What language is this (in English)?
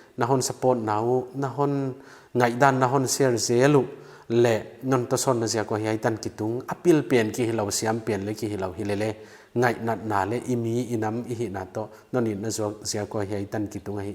Paite Chin